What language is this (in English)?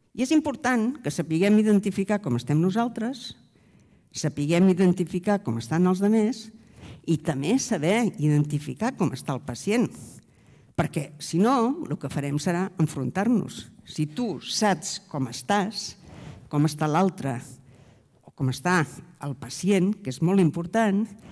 Catalan